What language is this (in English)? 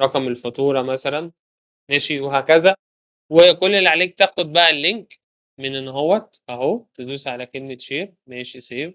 Egyptian Arabic